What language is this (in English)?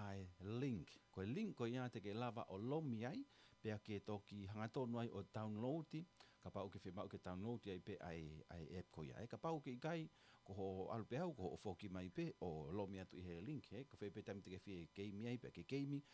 Tongan